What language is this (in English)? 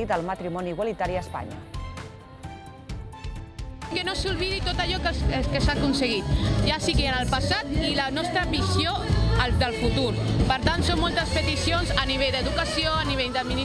Catalan